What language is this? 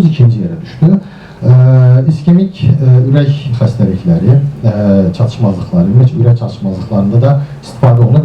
Azerbaijani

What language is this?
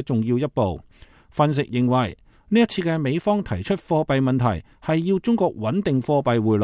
Cantonese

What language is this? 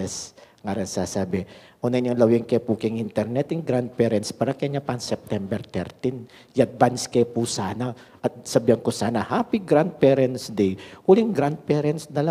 Pampanga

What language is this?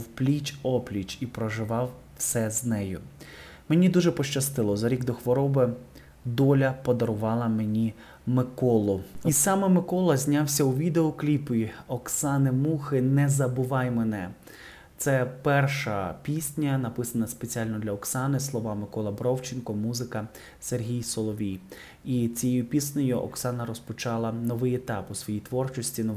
Ukrainian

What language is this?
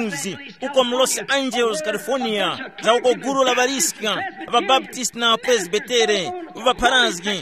Tumbuka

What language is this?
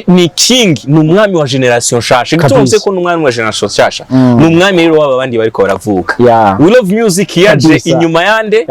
Rundi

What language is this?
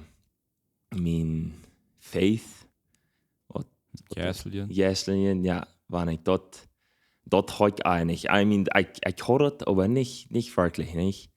Plautdietsch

